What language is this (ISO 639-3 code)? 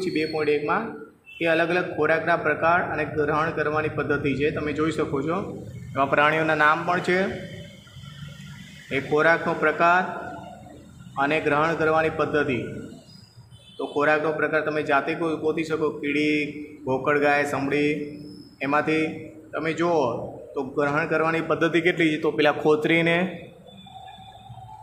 guj